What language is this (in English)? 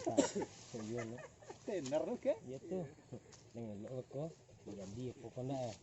Minangkabau